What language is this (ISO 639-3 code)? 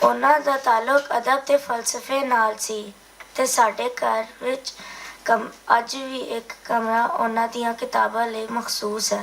lah